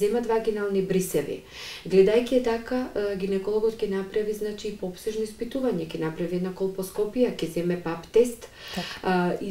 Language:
Macedonian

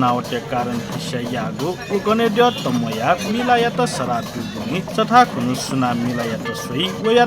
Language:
Newari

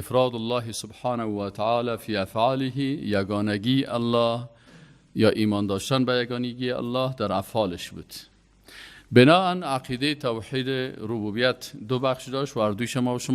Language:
Persian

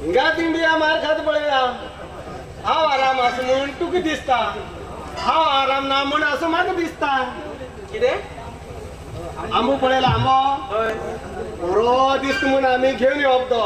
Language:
Konkani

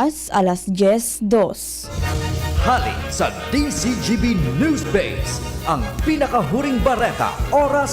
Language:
Bikol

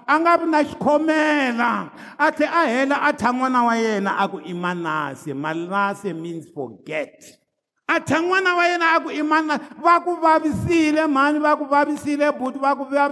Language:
Tsonga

